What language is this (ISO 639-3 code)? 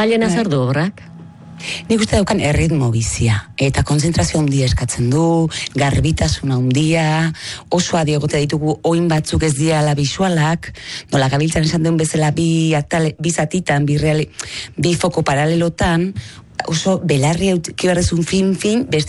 eus